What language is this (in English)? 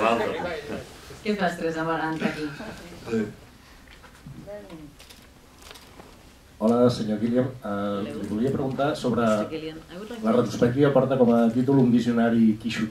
Catalan